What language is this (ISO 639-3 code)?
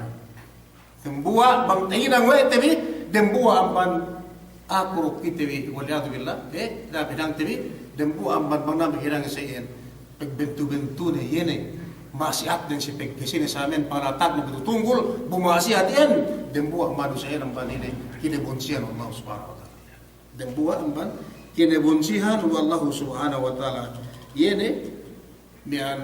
yka